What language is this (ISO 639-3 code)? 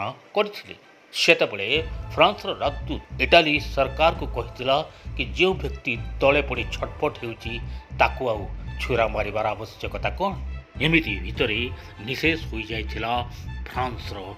ori